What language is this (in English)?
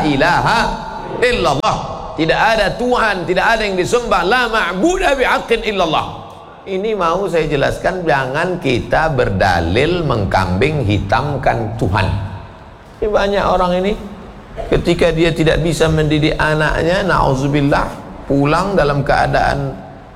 Indonesian